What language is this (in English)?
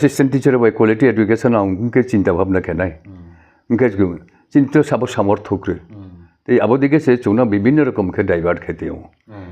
Riang (India)